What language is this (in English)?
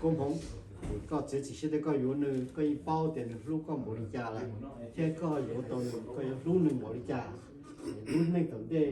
Hmong